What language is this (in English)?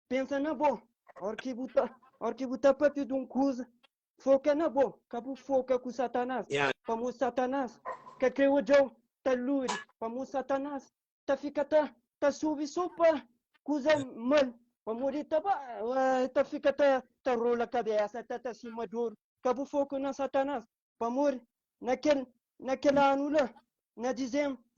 Kabuverdianu